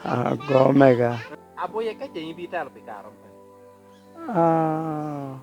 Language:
Lango (Uganda)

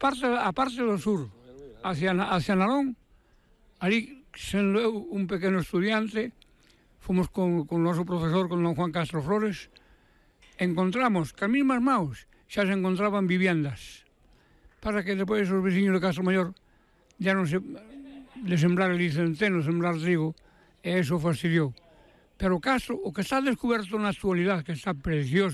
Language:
Galician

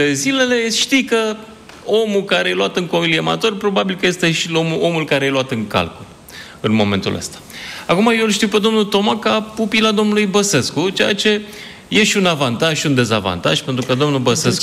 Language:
Romanian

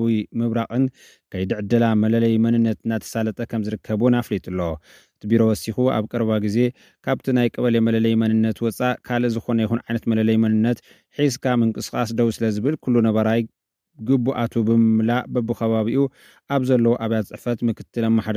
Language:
Tigrinya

